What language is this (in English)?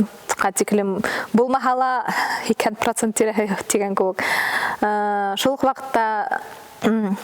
Bashkir